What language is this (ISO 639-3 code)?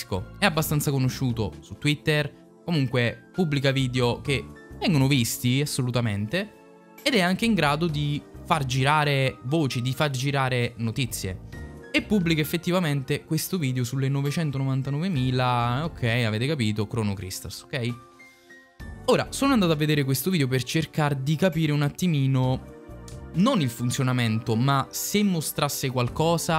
ita